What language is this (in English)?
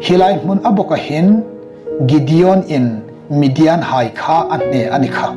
Hmar